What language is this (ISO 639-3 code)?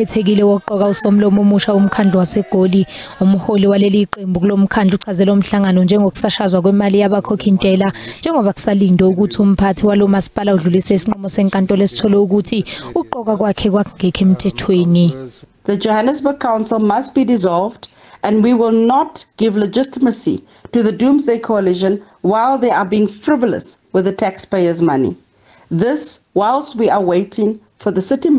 zul